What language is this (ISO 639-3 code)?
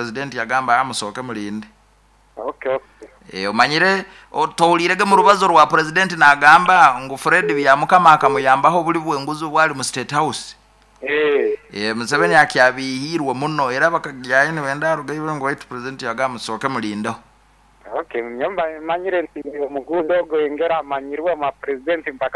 nyo